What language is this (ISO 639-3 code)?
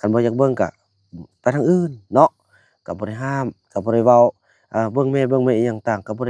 lao